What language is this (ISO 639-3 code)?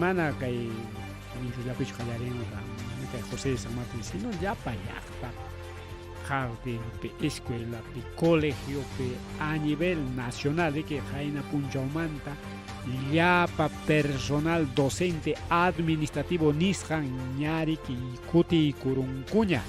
quy